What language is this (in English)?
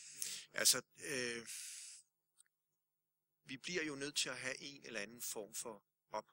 Danish